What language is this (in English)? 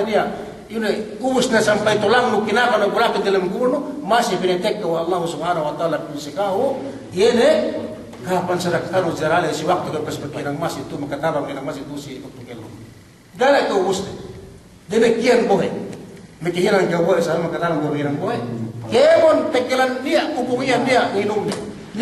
Yakan